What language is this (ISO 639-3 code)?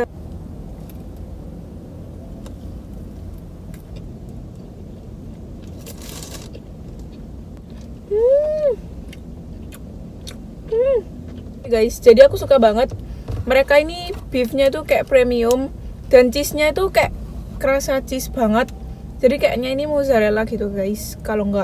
ind